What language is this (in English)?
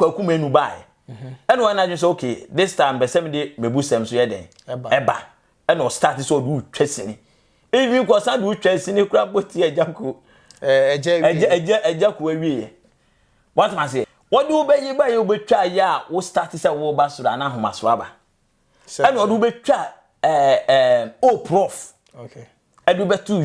Akan